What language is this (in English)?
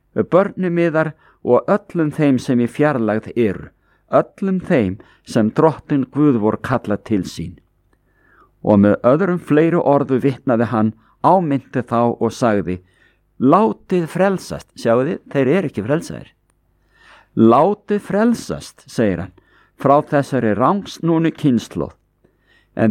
Icelandic